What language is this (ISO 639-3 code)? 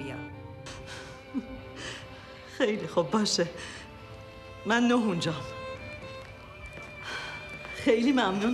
fas